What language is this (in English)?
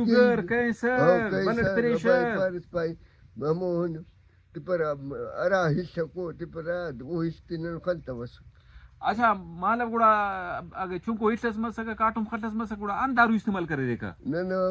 Brahui